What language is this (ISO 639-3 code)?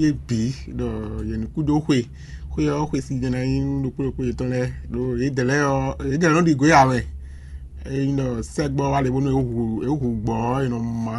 fon